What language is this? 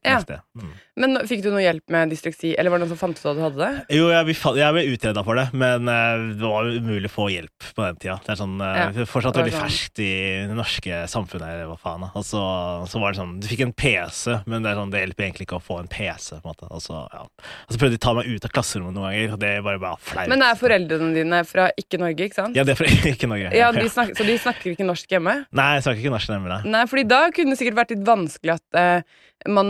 Norwegian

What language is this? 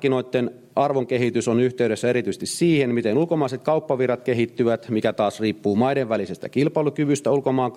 Finnish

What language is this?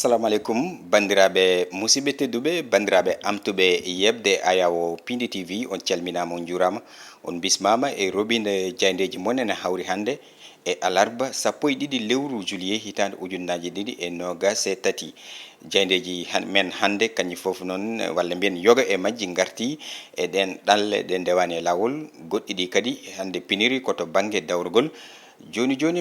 Fula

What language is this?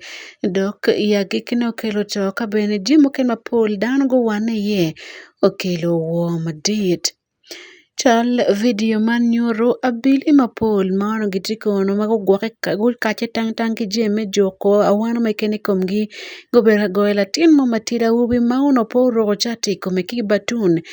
Acoli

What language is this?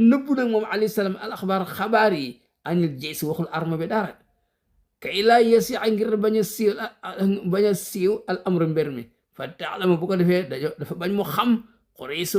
Wolof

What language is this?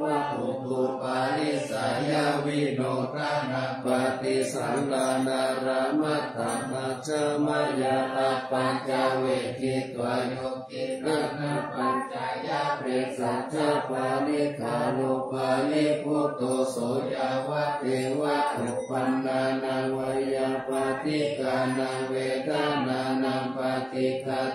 Pali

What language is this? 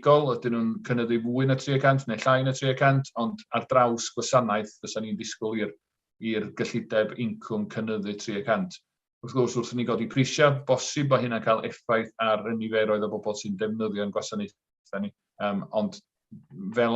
Welsh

